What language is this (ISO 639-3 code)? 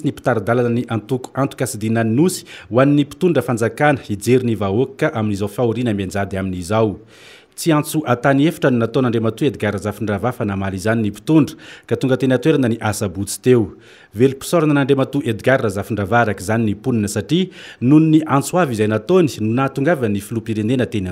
mlg